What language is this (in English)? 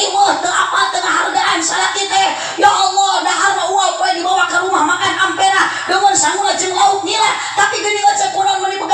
Sundanese